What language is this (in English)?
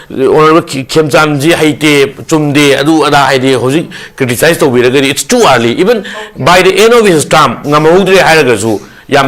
Manipuri